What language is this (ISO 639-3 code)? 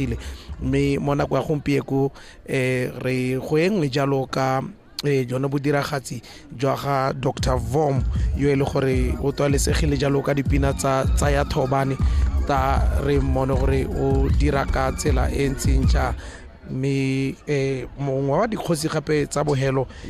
tsn